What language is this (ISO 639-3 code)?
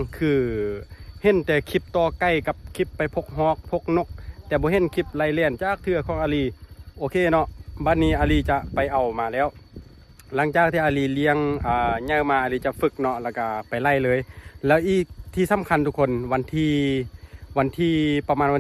lao